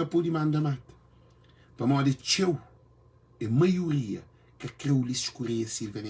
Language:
Kabuverdianu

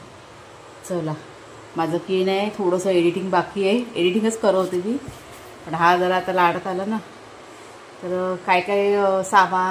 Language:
Marathi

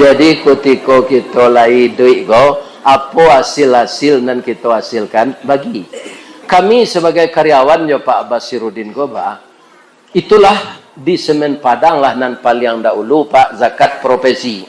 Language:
Minangkabau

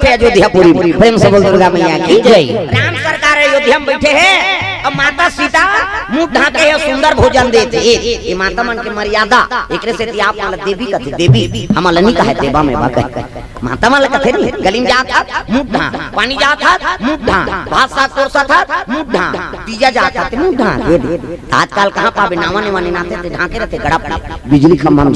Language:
Chhattisgarhi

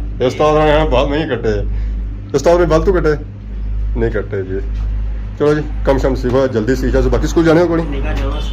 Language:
Pahari-Potwari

